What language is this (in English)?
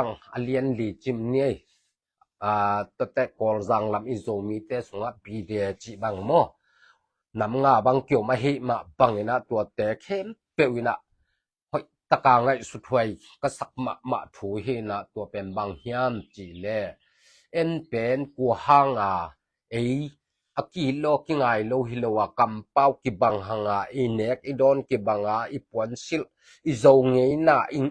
Tedim Chin